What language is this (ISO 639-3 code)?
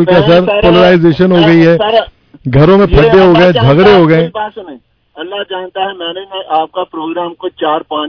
urd